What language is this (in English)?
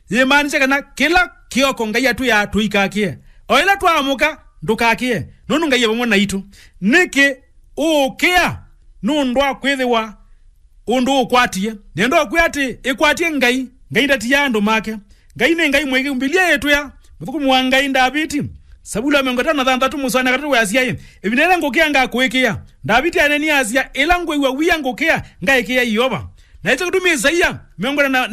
Kamba